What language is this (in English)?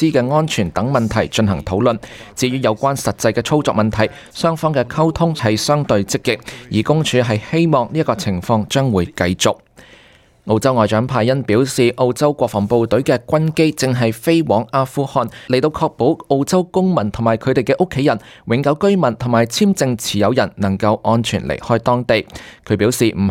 Cantonese